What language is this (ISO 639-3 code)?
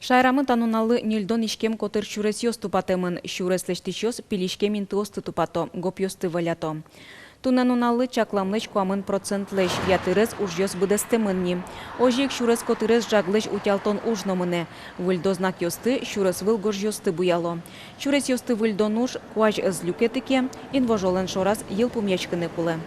udm